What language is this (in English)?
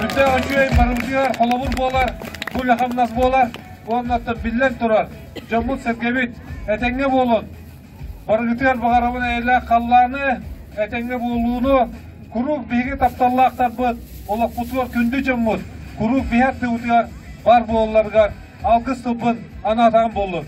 Yakut